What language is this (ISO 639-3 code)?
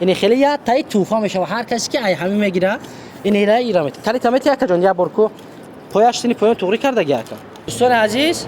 tgk